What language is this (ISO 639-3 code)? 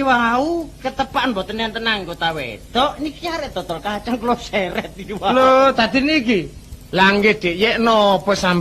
jav